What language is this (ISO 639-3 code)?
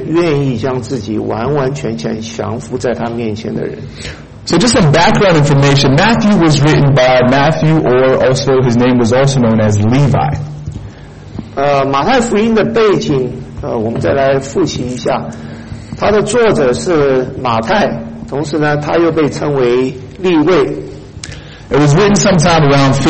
zho